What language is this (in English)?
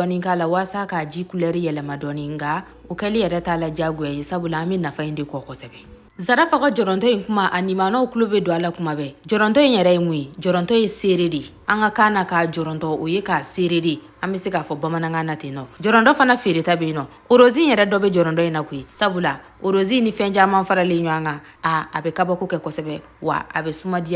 Bambara